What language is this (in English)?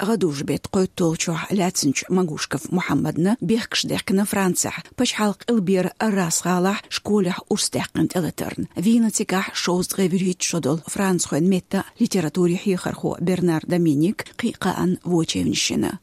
Chechen